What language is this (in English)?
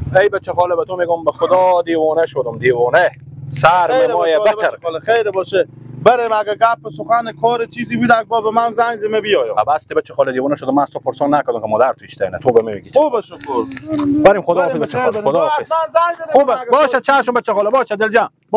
Persian